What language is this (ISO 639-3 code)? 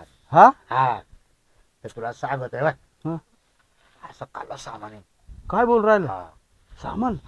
mar